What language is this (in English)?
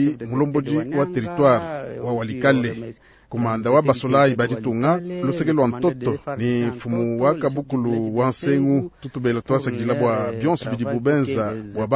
Luba-Lulua